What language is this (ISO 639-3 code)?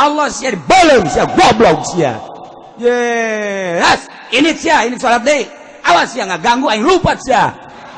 sun